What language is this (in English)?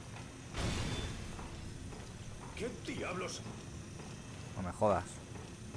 Spanish